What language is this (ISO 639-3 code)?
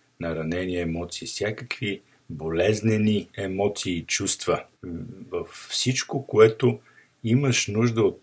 bul